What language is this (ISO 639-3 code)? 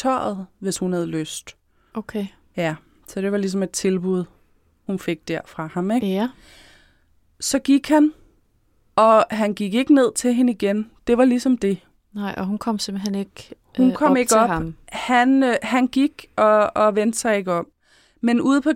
dan